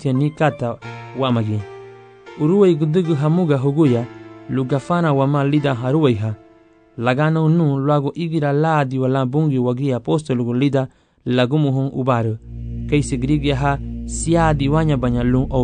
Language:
Garifuna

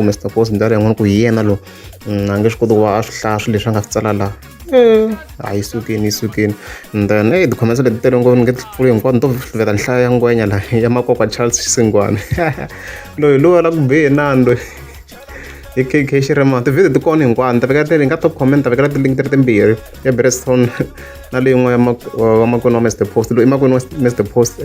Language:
Tsonga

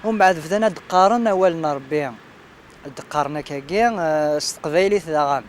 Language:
Kabyle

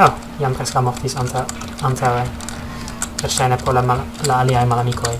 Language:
Esperanto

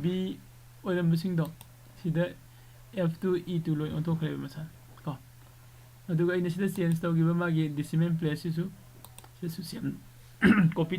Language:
Manipuri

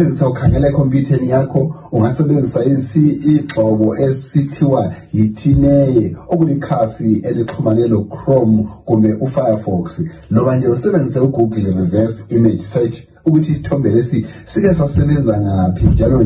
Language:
North Ndebele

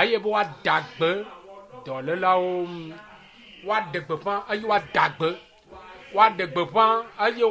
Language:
Ewe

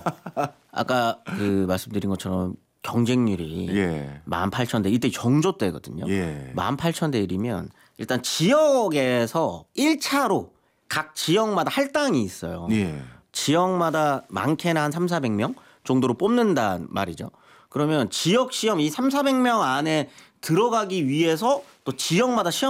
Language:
Korean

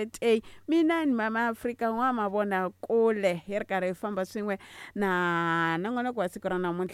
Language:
Tsonga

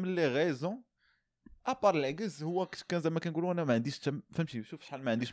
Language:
Moroccan Arabic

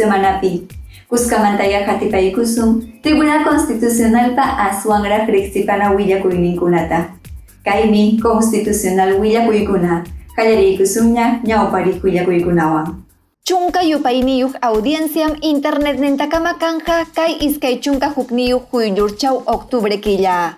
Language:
Ayacucho Quechua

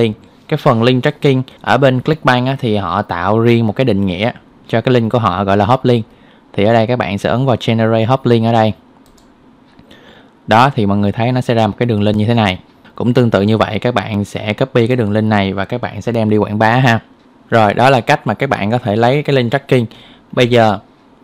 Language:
Vietnamese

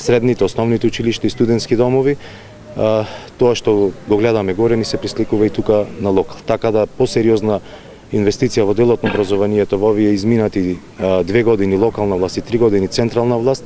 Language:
Macedonian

